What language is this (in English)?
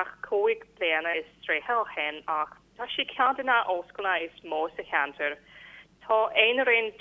Irish